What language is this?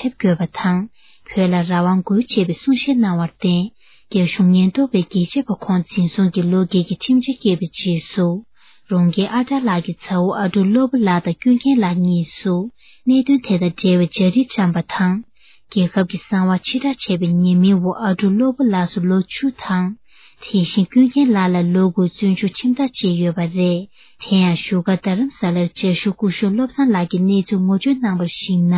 Tibetan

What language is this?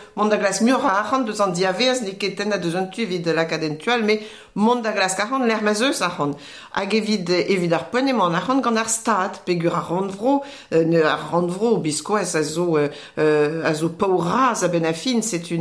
Breton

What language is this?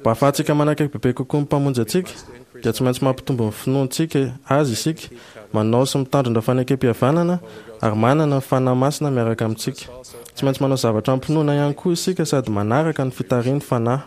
Malagasy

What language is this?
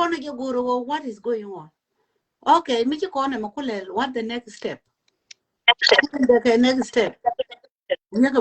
Nuer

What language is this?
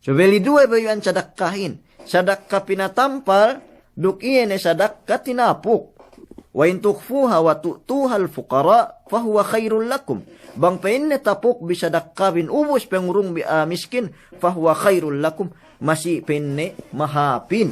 Yakan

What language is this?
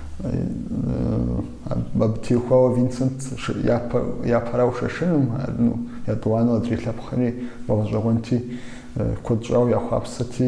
Kabardian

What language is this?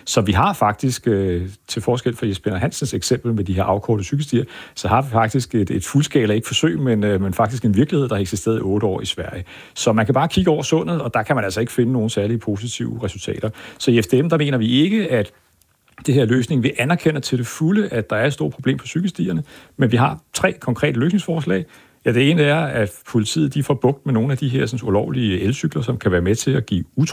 Danish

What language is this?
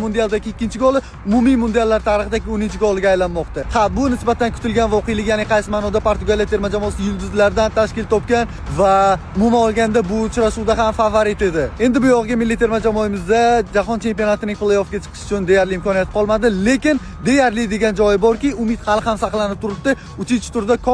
Uzbek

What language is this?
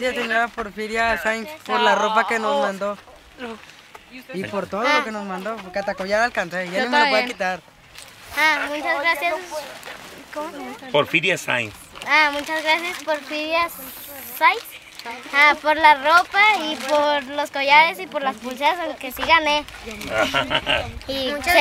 Spanish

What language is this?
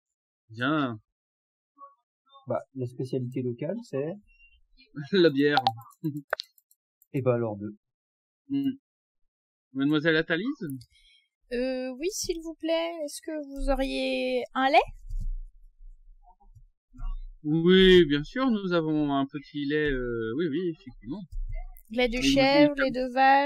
French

